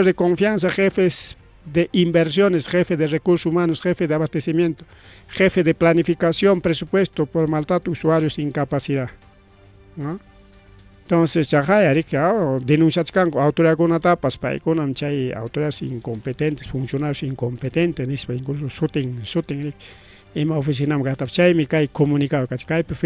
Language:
Ayacucho Quechua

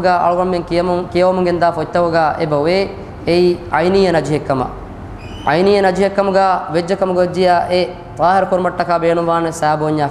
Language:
Divehi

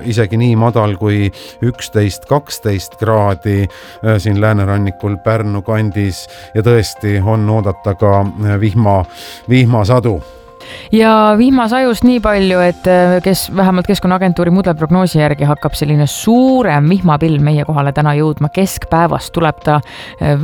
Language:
Estonian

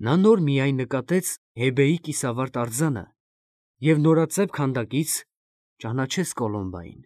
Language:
Armenian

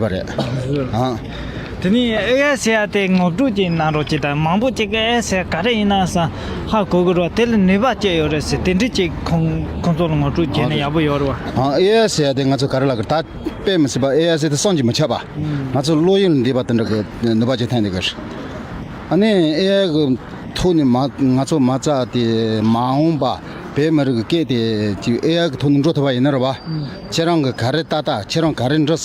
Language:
Tibetan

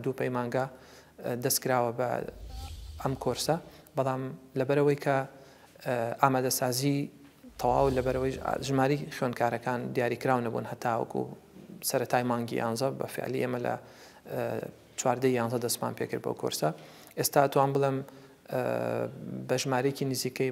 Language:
Central Kurdish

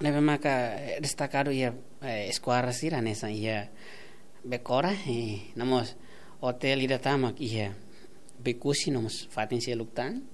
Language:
Tetum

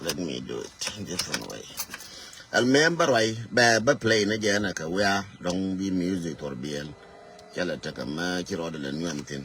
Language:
Nuer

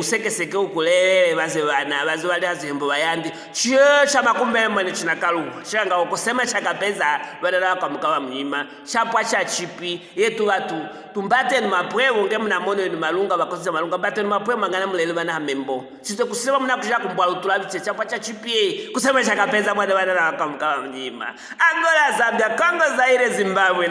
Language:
Luvale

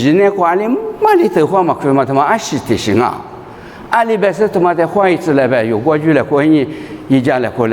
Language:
Lisu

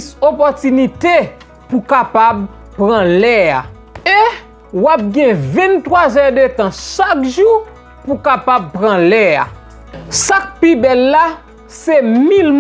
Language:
Haitian Creole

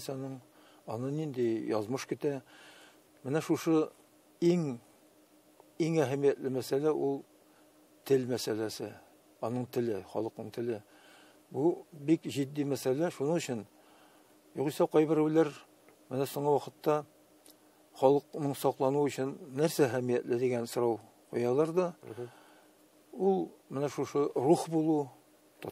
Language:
Tatar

